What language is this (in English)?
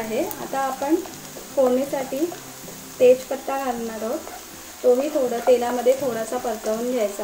Marathi